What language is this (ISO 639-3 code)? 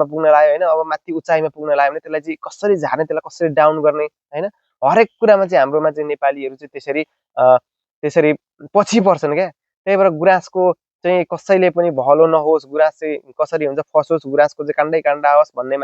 nep